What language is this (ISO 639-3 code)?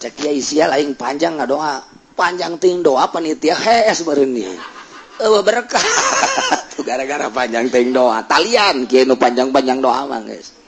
sun